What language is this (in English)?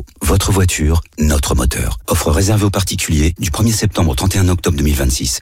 French